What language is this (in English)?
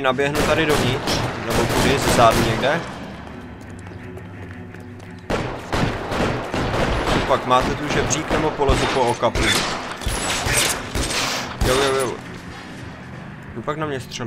Czech